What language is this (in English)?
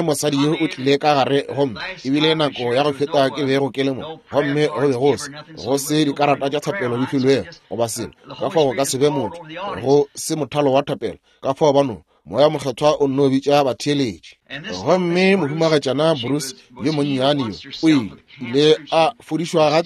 Northern Sotho